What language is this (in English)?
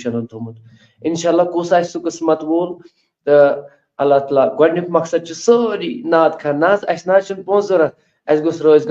Kashmiri